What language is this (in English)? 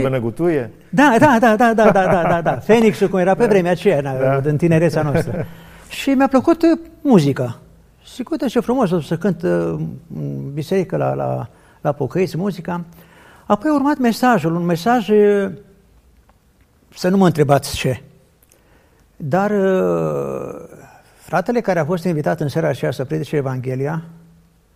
Romanian